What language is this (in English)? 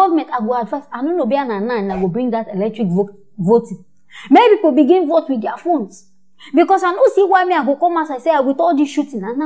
Nigerian Pidgin